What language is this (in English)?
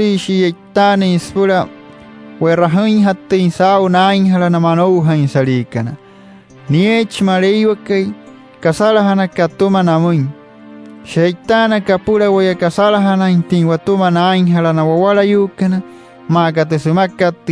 Wayuu